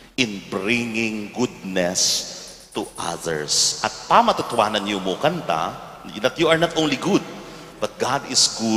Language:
Pampanga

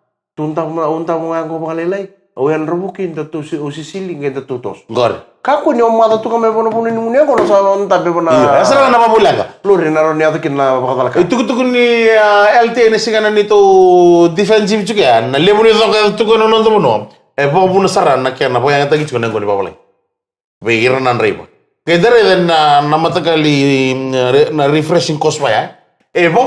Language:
Fijian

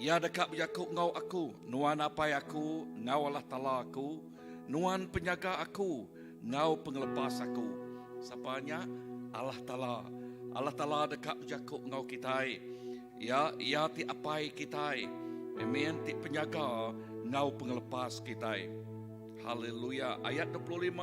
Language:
Iban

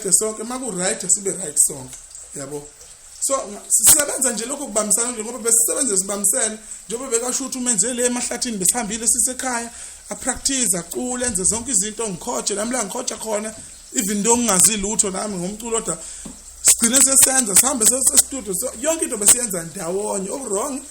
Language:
Zulu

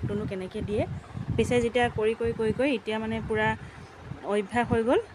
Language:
Assamese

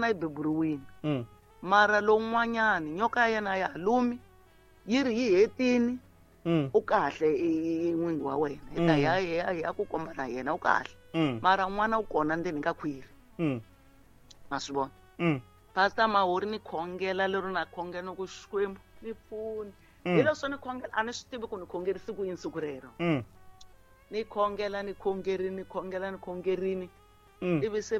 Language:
Tsonga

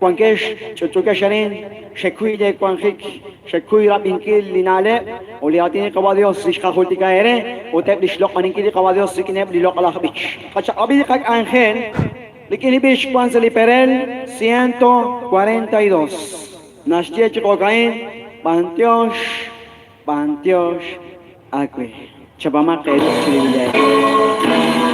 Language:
Kekchí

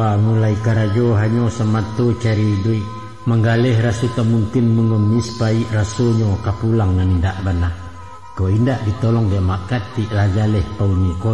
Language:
Minangkabau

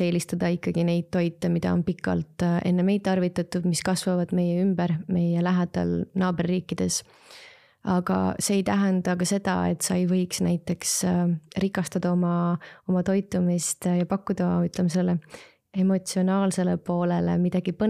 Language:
Estonian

